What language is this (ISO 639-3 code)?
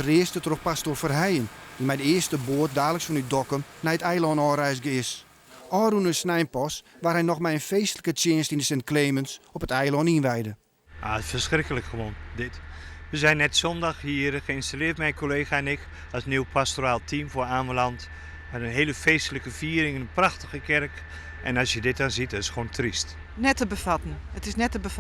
fry